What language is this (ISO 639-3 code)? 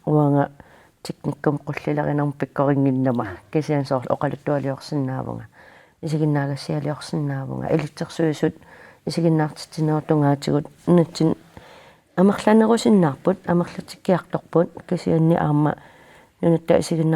kal